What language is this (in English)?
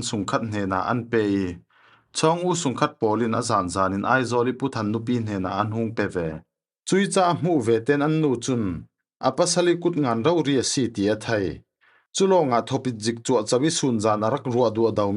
Falam Chin